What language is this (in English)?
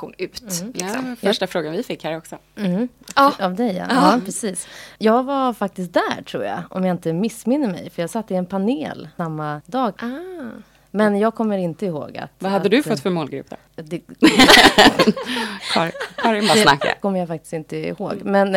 Swedish